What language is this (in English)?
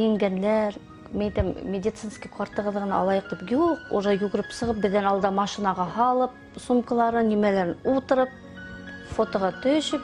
Bashkir